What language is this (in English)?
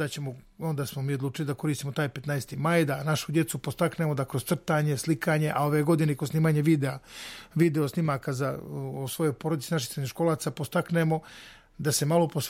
Serbian